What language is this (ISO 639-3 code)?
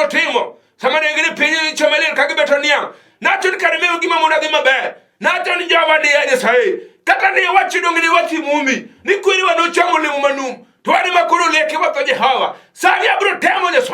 luo